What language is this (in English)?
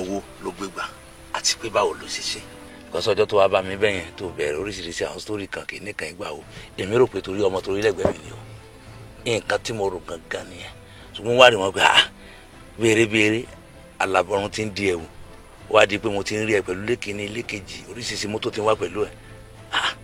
Yoruba